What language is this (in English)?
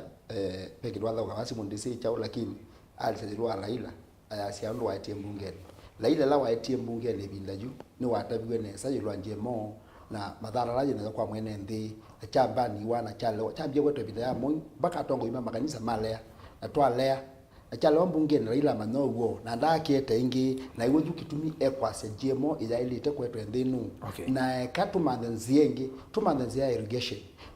Kamba